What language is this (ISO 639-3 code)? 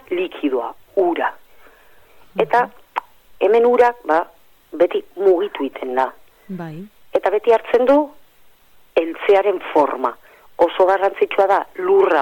eus